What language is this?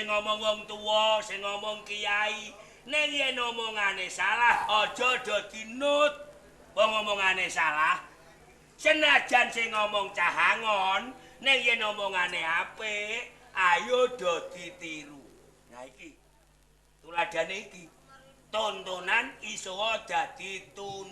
Javanese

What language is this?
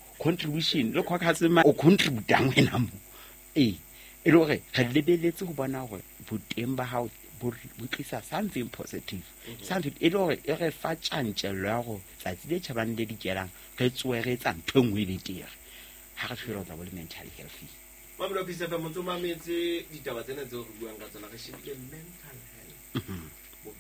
Southern Sotho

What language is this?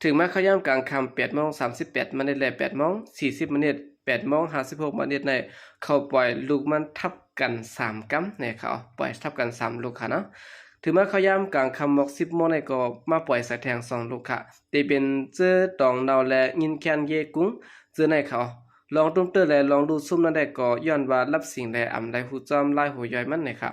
Shan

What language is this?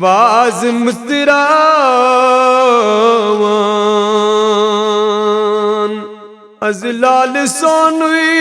Kashmiri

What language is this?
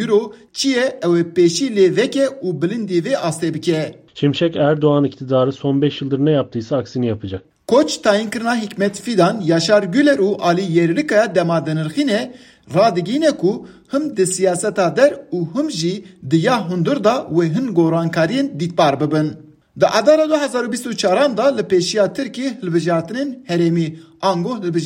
Kurdish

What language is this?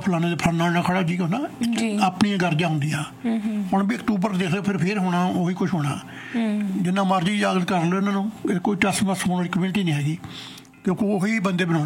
Punjabi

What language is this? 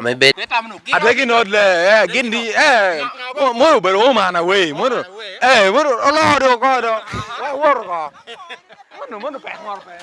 Lango (Uganda)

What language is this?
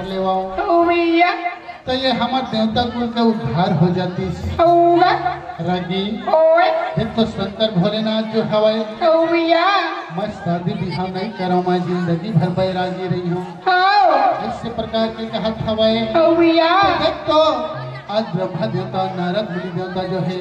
Chhattisgarhi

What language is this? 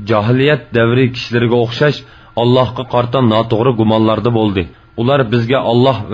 Uyghur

